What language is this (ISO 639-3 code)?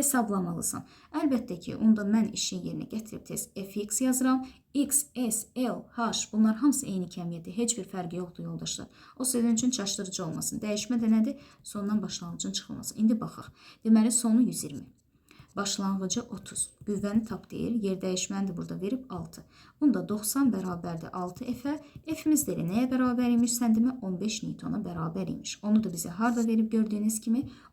aze